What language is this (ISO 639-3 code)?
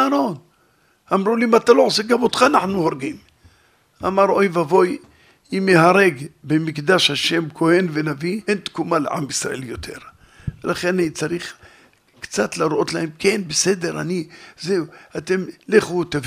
heb